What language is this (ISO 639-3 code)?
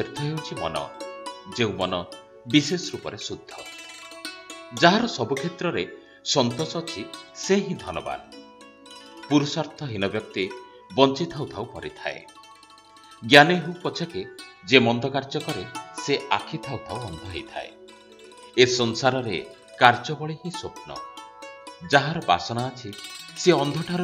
ori